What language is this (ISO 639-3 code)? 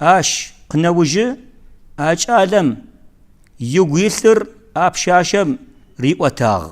kbd